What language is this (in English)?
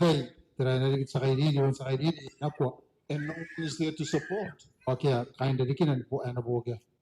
Gilbertese